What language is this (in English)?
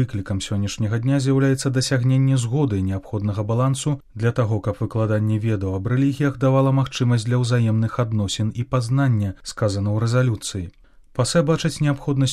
Belarusian